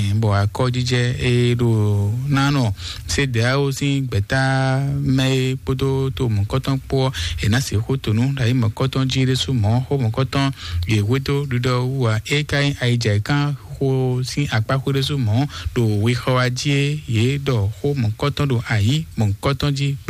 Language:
Fon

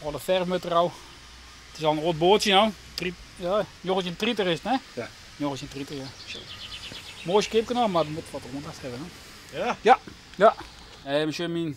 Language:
Western Frisian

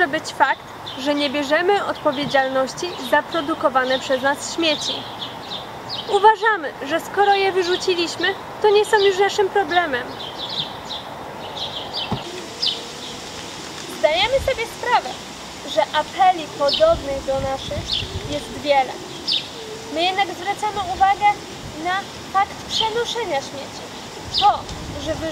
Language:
Polish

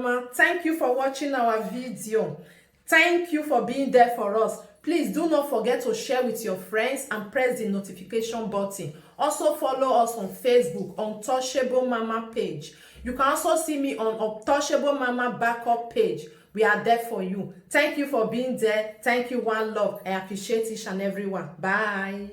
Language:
Nigerian Pidgin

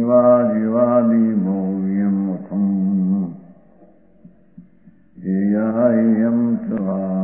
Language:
Gujarati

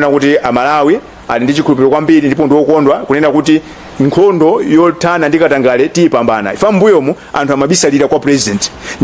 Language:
Nyanja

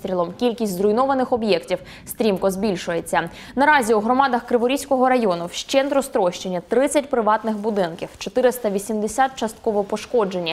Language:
Ukrainian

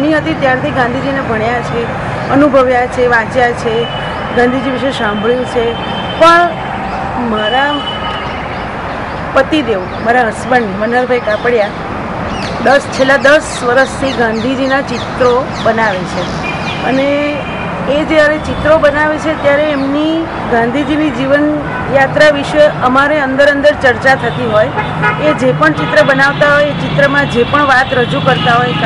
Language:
Gujarati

